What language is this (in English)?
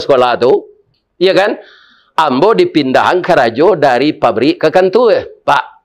Minangkabau